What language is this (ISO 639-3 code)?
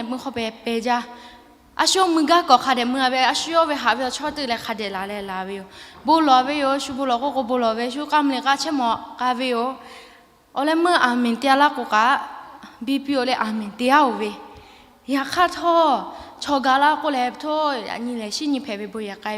lhu